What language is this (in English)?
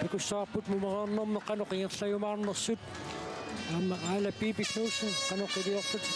Kalaallisut